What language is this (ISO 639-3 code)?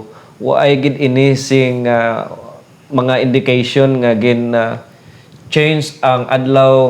hil